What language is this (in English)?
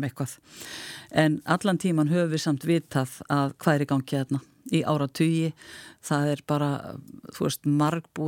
Icelandic